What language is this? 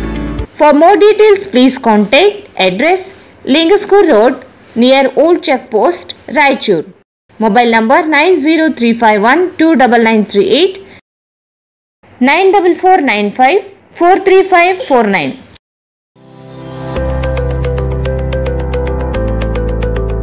Kannada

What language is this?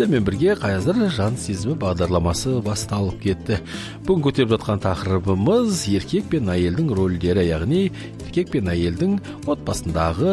Kazakh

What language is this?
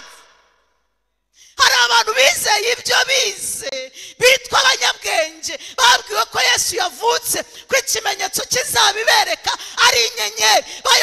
Kinyarwanda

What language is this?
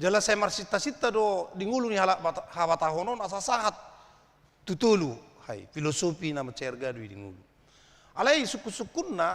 Batak Toba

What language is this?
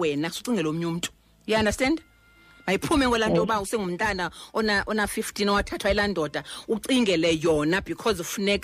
Xhosa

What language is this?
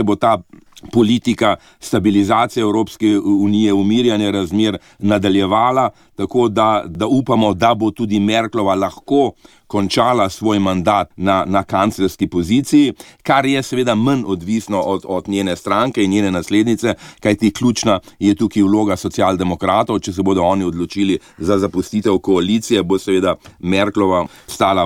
Slovenian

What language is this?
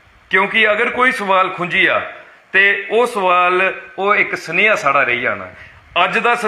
Dogri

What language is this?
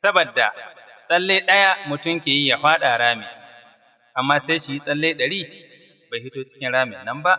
Hausa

